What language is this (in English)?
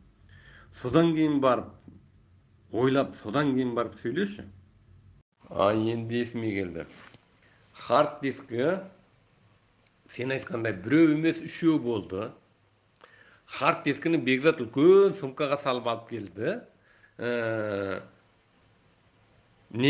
Kazakh